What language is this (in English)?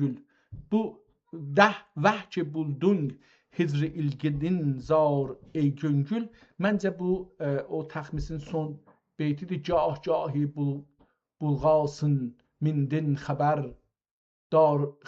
South Azerbaijani